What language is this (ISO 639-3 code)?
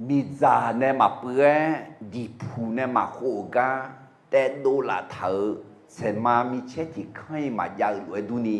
ahk